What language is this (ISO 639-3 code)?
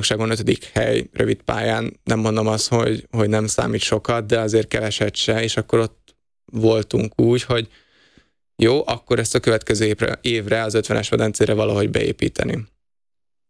hun